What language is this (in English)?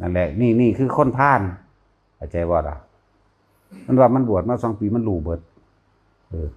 Northeastern Thai